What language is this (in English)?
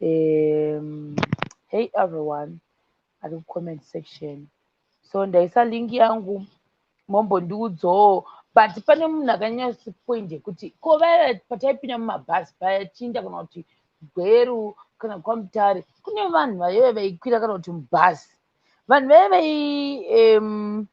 Shona